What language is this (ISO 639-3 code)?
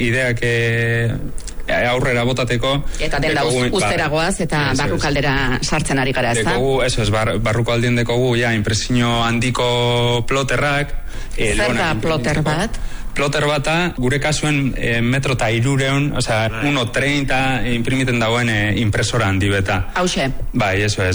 eus